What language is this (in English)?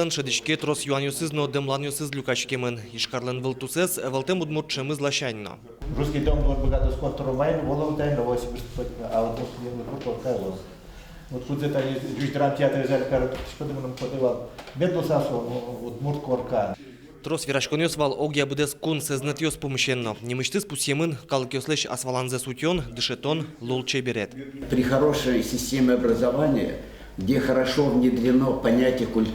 Udmurt